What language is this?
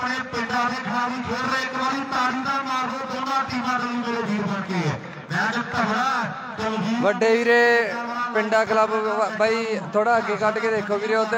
Punjabi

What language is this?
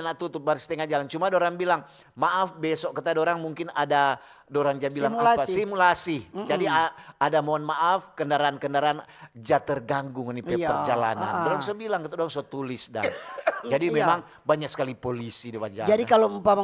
Manado Malay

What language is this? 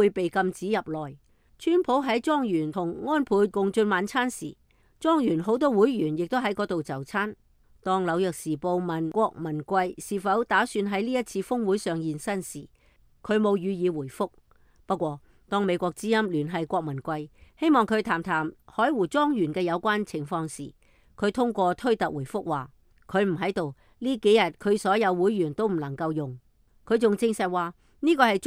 Cantonese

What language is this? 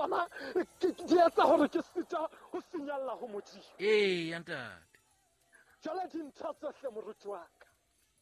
Southern Sotho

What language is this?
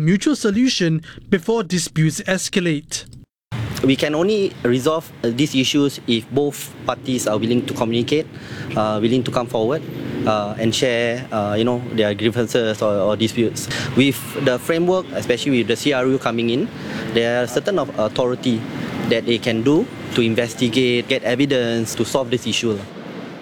English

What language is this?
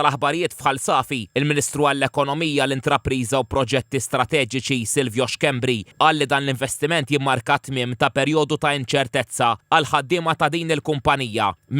Maltese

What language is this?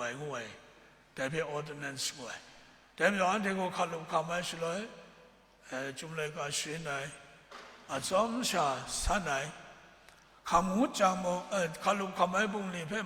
Kachin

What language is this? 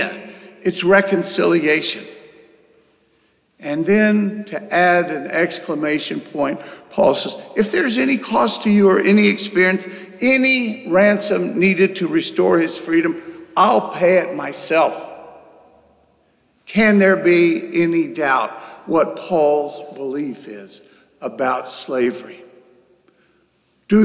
English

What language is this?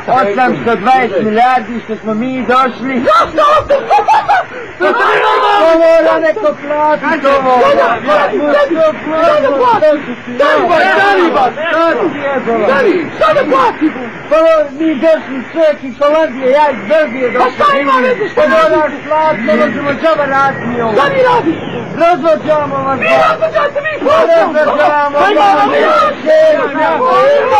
Bosnian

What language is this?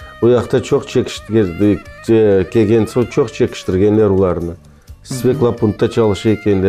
Crimean Tatar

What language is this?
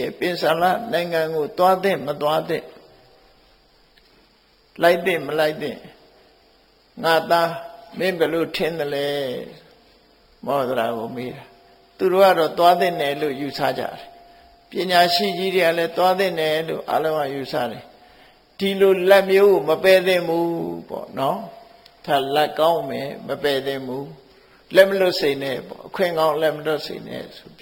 Burmese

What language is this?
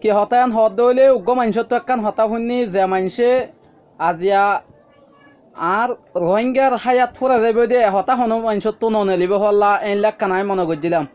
Rohingya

